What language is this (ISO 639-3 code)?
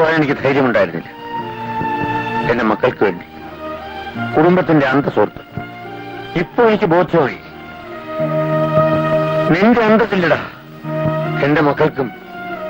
mal